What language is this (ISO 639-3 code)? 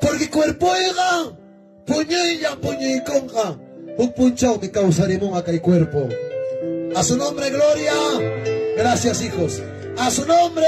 quy